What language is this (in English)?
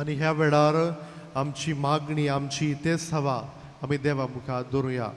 Konkani